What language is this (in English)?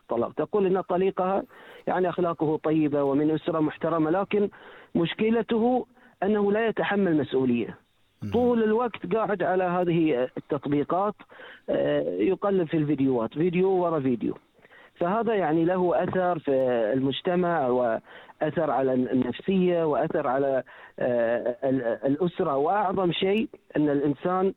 Gulf Arabic